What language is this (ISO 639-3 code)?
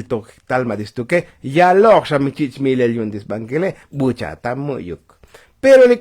tzo